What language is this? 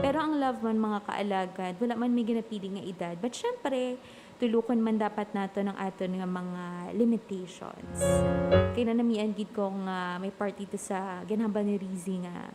Hiligaynon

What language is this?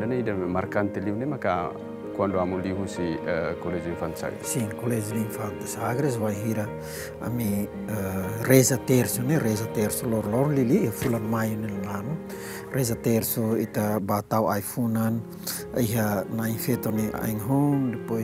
Tetum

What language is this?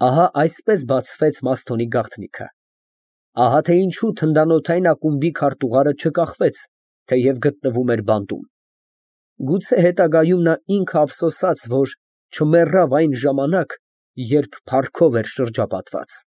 Armenian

